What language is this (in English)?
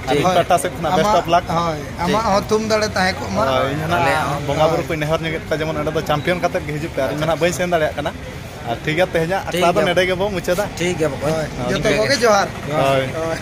Santali